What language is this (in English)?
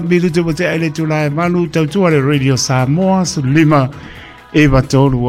Samoan